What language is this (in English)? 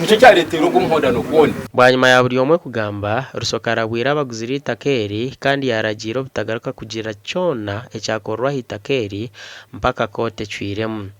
Nyankole